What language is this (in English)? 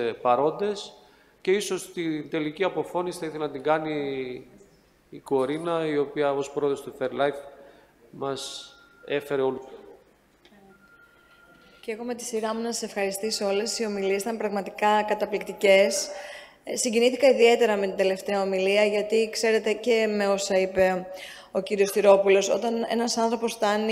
Greek